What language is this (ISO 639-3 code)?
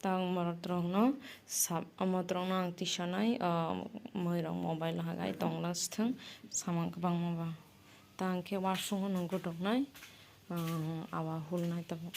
trp